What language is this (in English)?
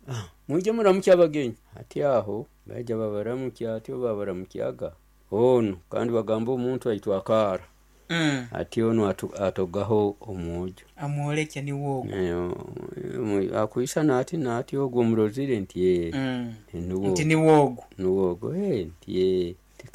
Nyoro